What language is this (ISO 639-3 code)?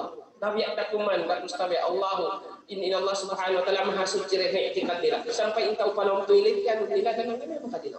tsg